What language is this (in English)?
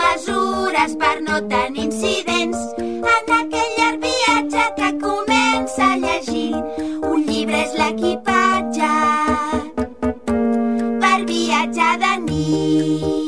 Catalan